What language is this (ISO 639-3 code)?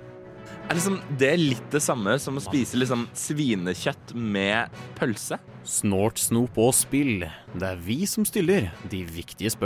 nor